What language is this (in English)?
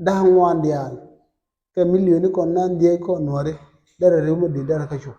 Nuer